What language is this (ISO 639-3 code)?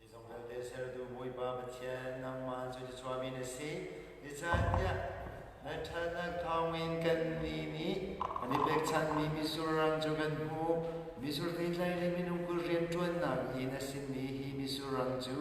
cnh